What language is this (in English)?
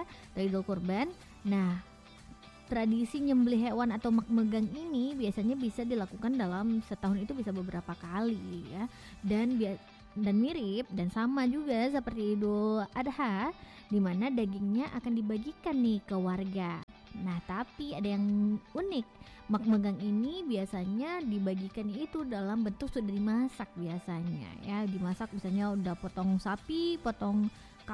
Indonesian